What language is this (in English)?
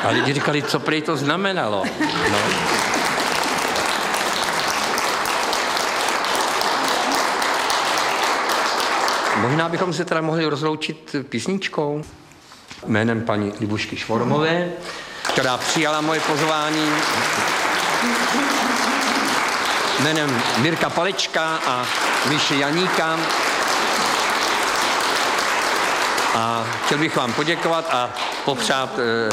Czech